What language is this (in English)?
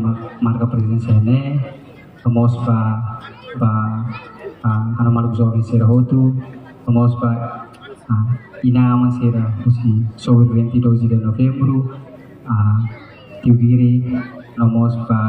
Tetum